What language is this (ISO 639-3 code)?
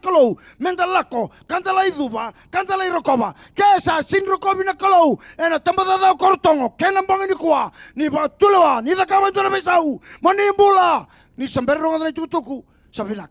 fij